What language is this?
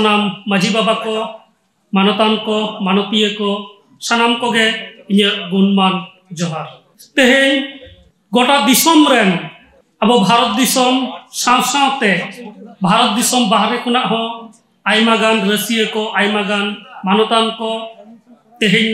Santali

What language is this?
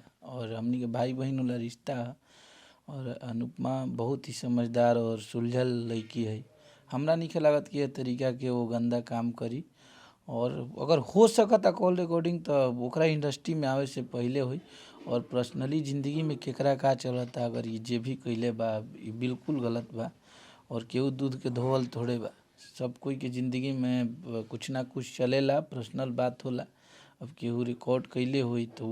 Bhojpuri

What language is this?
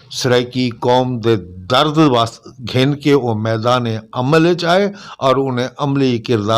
Saraiki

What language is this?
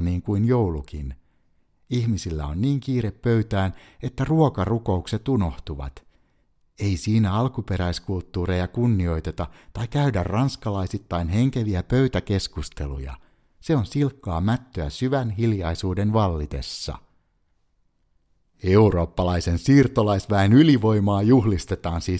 Finnish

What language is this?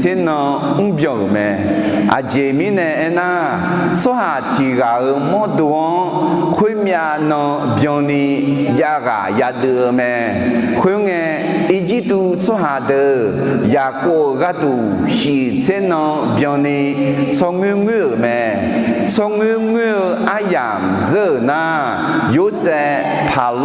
Akha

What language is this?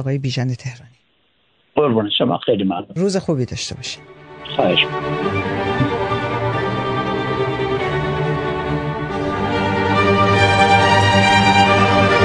Persian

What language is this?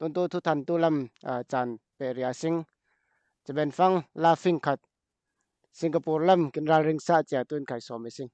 Falam Chin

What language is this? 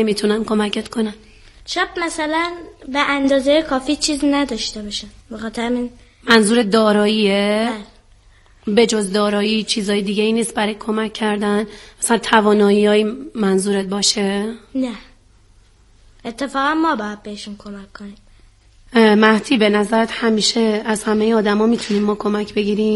Persian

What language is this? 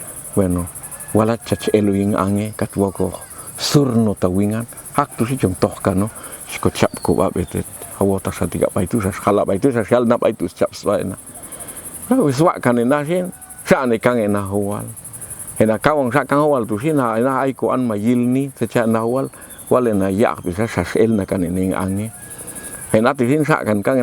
Popti'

